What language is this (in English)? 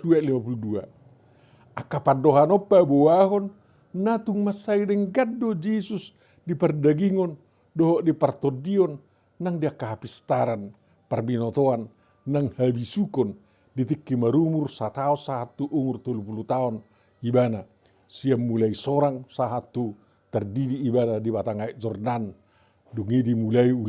Batak Toba